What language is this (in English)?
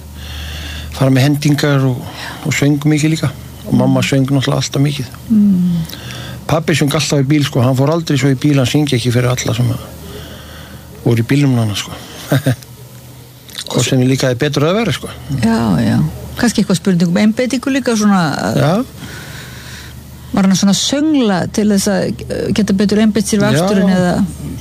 Icelandic